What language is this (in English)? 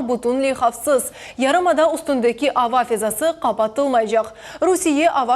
Crimean Tatar